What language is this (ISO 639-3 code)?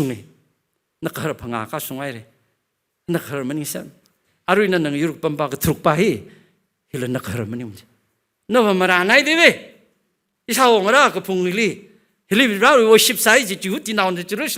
nmf